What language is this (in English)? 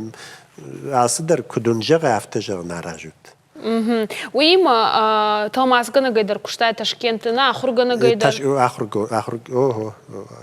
Ossetic